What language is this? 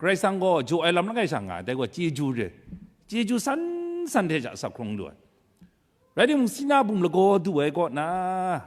Kachin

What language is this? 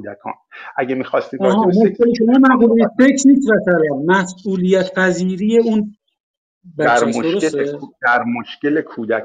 Persian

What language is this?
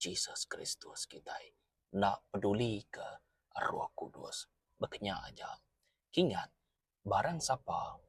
Iban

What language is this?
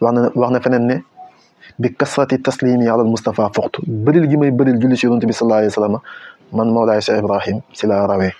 Wolof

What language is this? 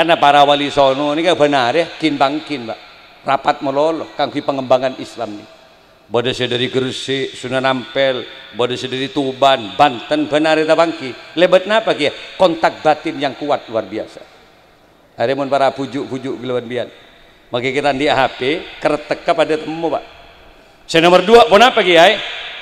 Madurese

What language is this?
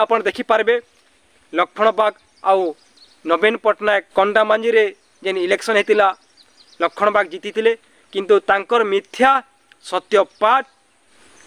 Sambalpuri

